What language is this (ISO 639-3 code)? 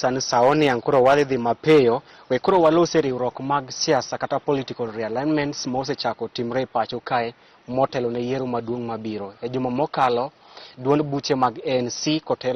luo